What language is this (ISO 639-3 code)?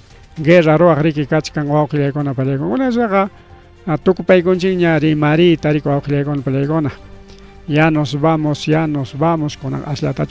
quy